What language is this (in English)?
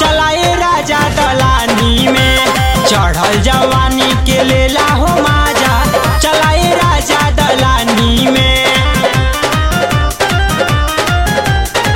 Bhojpuri